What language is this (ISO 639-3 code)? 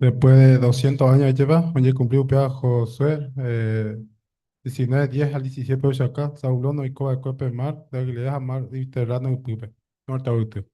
grn